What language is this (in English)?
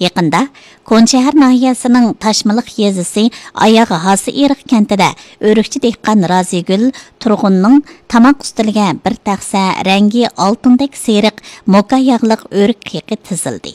Uyghur